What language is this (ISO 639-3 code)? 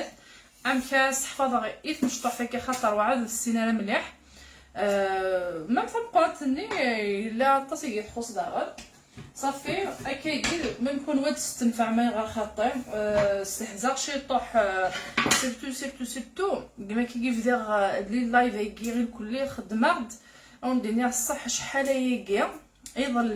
kab